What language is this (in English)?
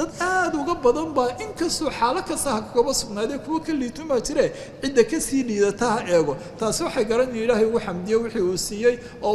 Somali